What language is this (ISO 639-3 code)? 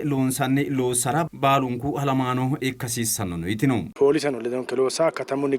sid